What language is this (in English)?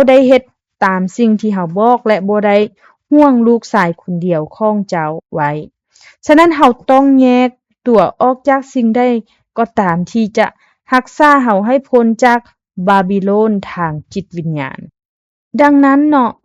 Lao